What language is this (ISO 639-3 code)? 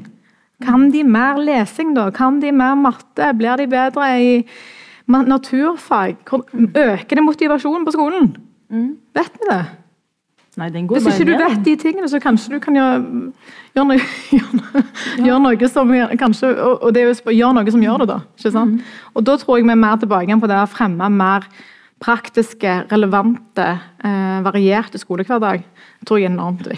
nor